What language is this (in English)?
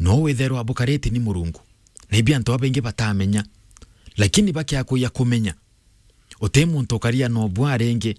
Meru